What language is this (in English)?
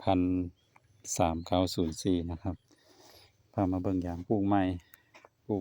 Lao